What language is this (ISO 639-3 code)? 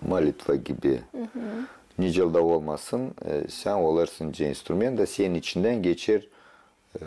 gag